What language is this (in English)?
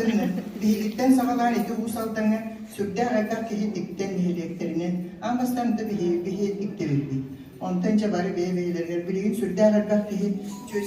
Yakut